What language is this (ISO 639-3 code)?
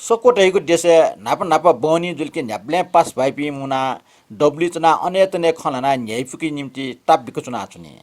new